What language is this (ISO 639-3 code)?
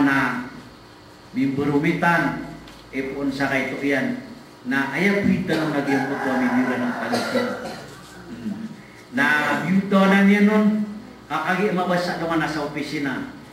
mrw